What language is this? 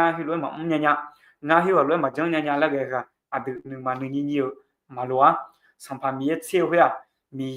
Akha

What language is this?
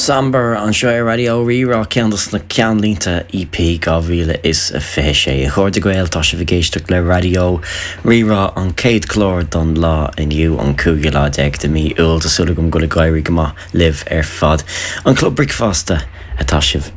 Irish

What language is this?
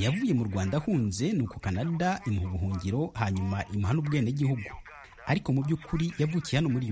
Kinyarwanda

